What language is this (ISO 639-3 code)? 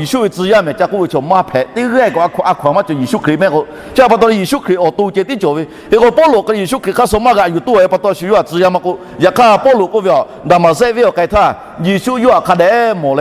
lhu